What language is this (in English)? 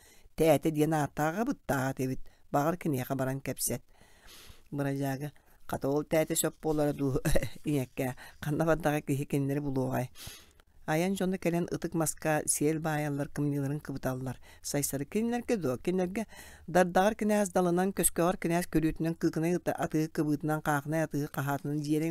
Yakut